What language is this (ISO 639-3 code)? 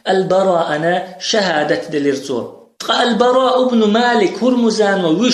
che